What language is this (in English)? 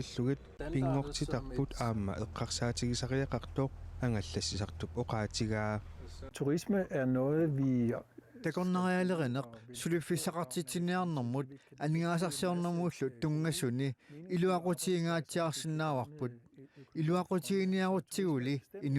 Kalaallisut